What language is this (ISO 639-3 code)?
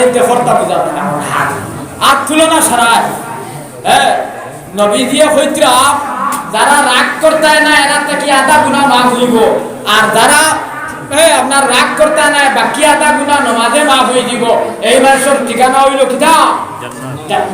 syl